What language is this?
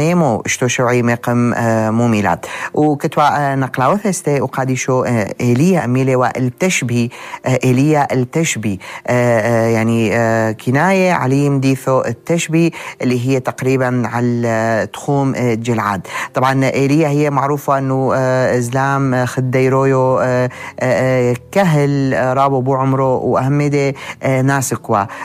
North Levantine Arabic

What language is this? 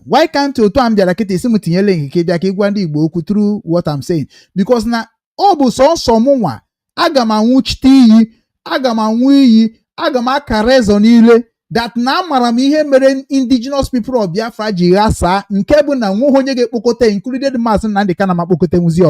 Igbo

